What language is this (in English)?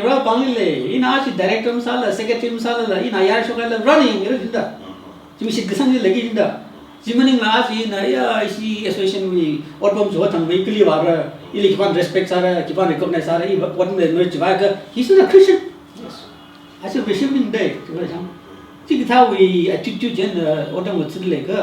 Tangkhul Naga (India)